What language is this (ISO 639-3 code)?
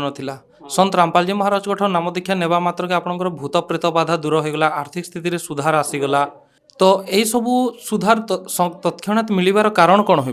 ori